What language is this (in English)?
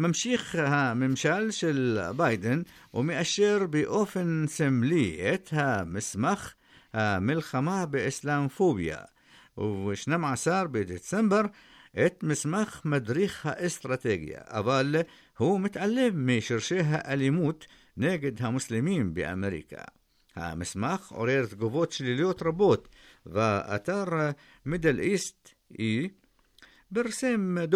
Hebrew